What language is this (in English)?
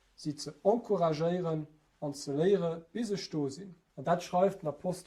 Luxembourgish